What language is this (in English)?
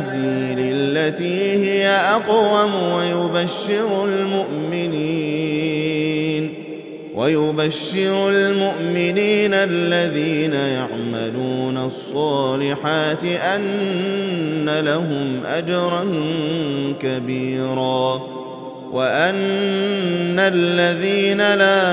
Arabic